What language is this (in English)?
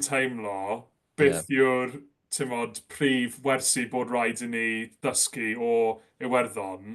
Welsh